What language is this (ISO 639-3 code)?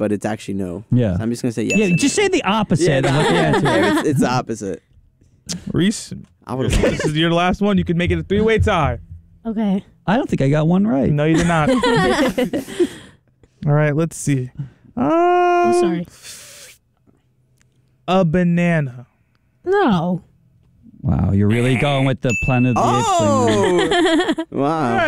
eng